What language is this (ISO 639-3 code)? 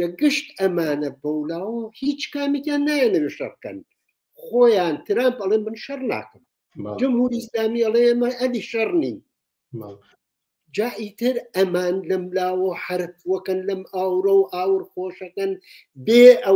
ckb